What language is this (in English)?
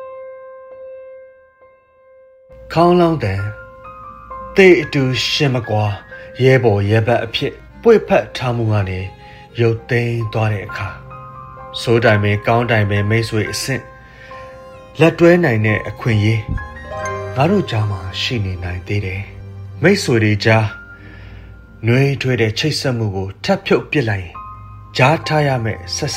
Burmese